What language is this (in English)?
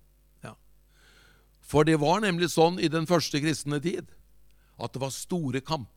Norwegian